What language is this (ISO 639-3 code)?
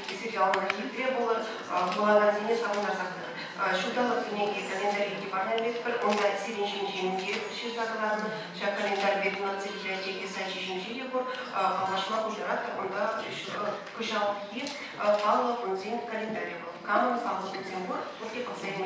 chv